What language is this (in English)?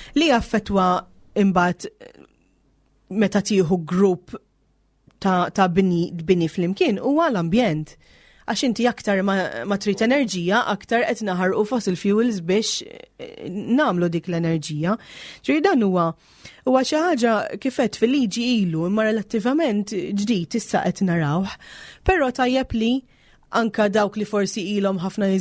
Maltese